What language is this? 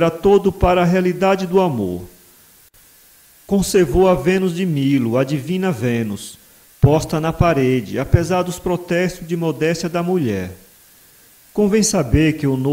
Portuguese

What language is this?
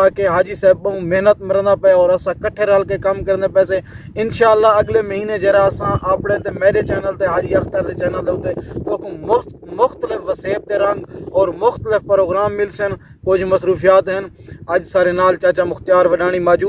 Saraiki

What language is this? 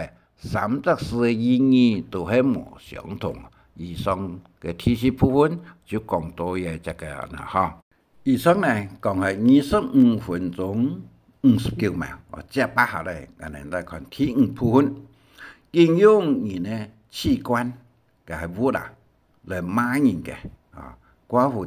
Hakka Chinese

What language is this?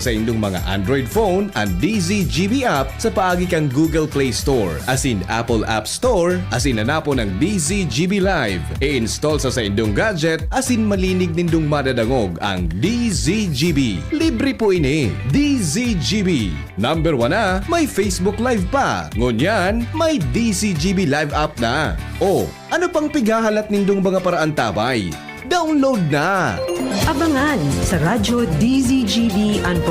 Bikol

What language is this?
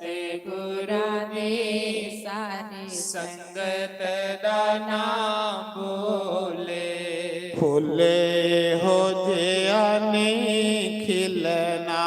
Dogri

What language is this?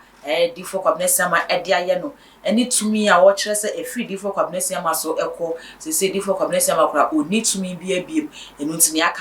Akan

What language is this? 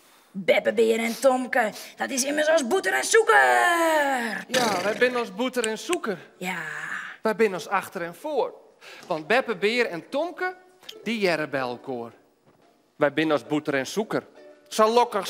Western Frisian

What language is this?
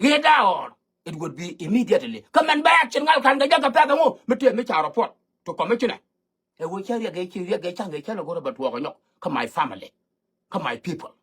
Nuer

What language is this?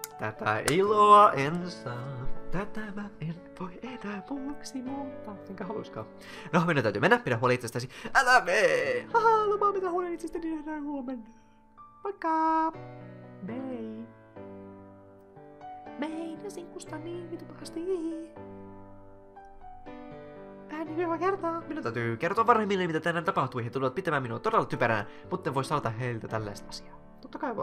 Finnish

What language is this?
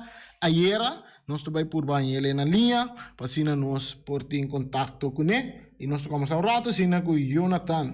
Papiamento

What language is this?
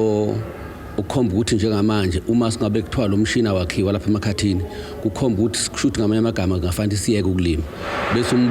Zulu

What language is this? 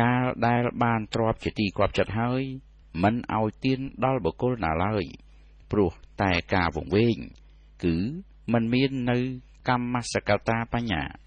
Khmer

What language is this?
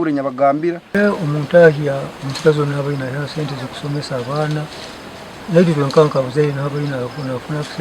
Nyankole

